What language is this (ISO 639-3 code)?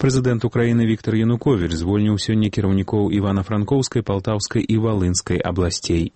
bel